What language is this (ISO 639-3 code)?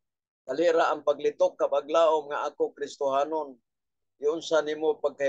ceb